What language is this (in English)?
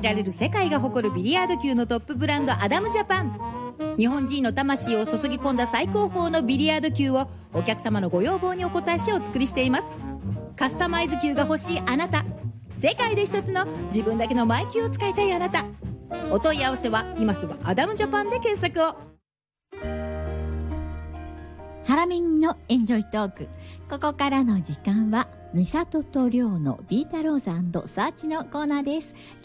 Japanese